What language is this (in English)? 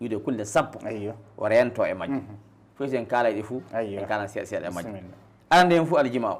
Fula